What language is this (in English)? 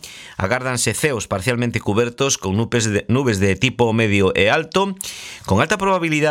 Galician